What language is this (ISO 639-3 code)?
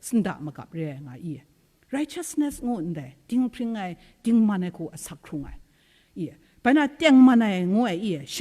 kac